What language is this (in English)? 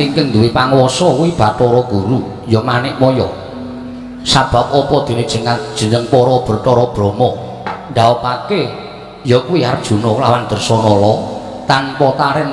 Javanese